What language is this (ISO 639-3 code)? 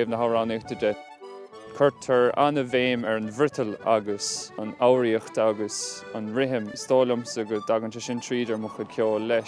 gle